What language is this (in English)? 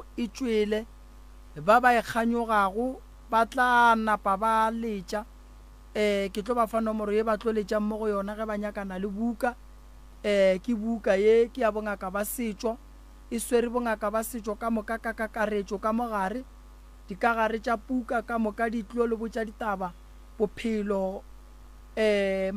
Northern Sotho